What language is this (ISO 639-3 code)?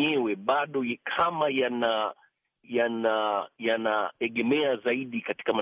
swa